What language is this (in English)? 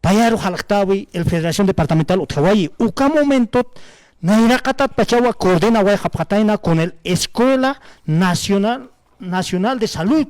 Aymara